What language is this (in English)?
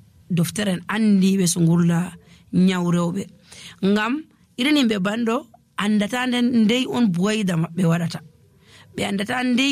Nigerian Fulfulde